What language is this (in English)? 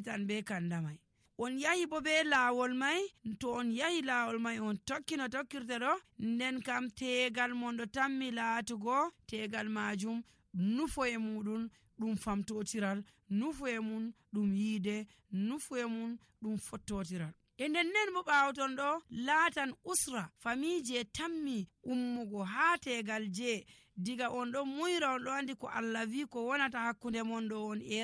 Nigerian Fulfulde